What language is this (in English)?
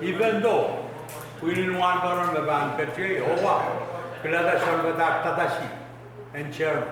Pohnpeian